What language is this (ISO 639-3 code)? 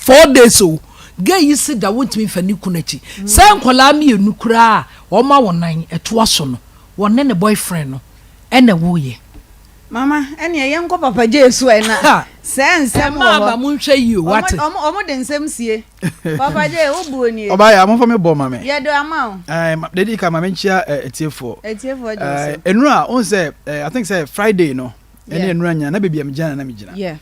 aka